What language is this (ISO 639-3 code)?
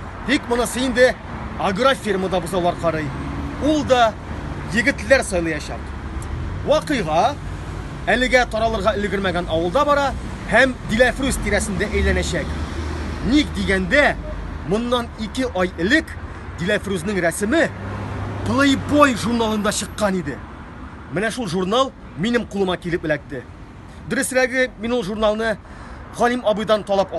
tat